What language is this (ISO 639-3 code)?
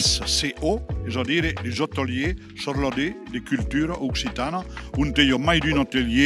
oci